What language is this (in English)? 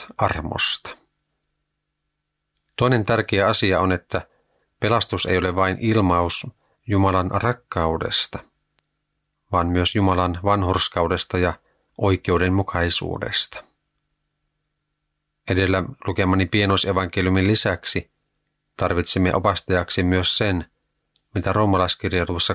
Finnish